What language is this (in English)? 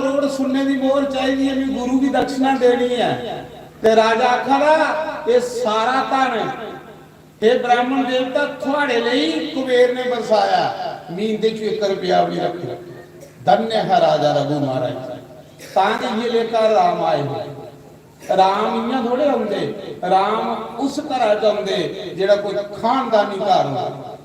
Dogri